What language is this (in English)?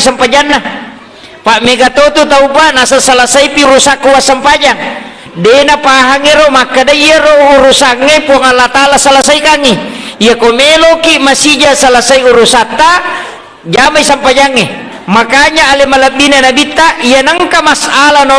Buginese